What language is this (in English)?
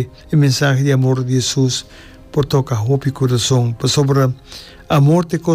Papiamento